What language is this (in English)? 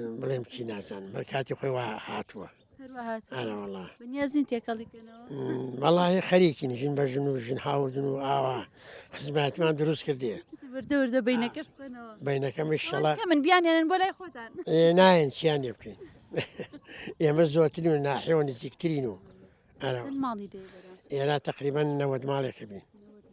Central Kurdish